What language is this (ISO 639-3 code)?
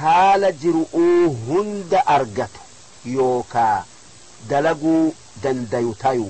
orm